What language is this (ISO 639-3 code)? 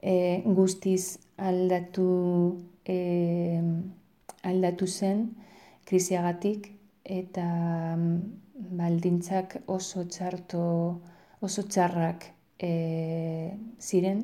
eus